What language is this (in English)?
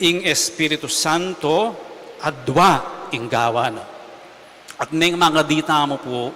Pampanga